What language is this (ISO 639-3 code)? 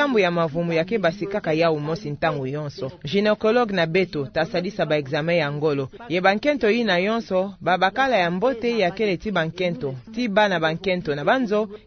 ktu